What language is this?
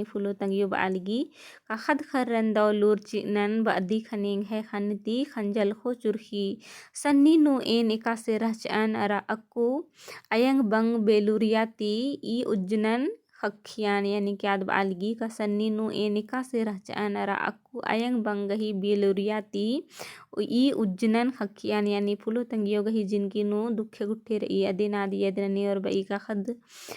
Kurukh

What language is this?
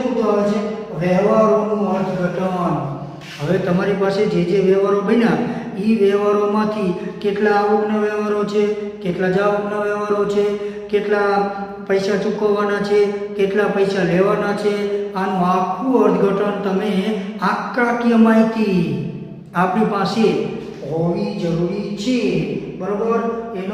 Gujarati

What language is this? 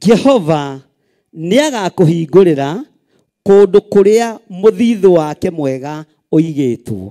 Kikuyu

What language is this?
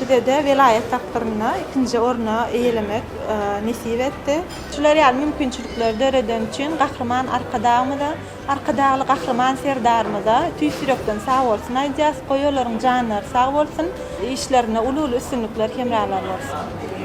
Turkmen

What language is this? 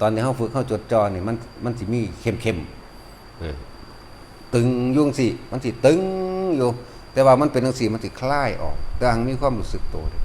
Northeastern Thai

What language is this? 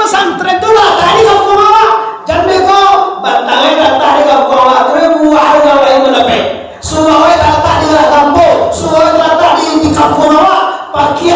Minangkabau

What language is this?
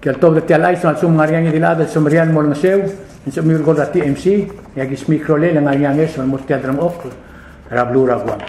Palauan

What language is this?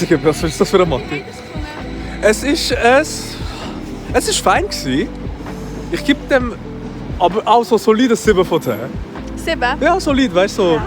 Swiss German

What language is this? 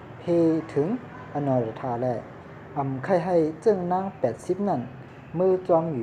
Shan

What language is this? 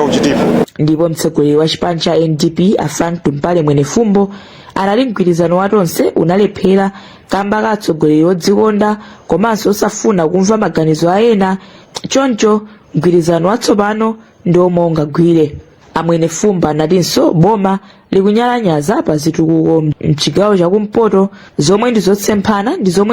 Nyanja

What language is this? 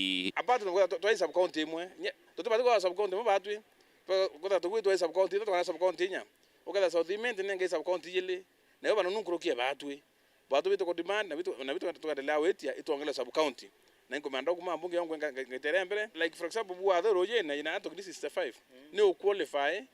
Meru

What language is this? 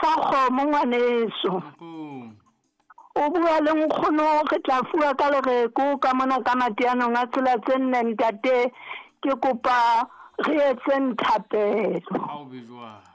Southern Sotho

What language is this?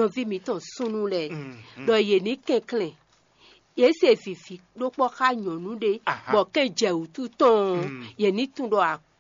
Fon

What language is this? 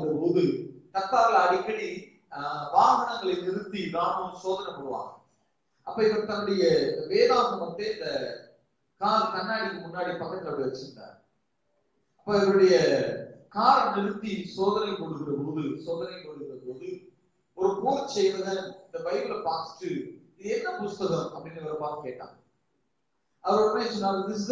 Tamil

